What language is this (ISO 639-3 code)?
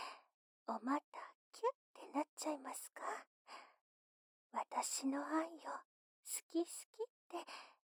jpn